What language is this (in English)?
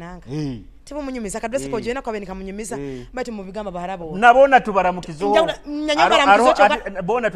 Nyoro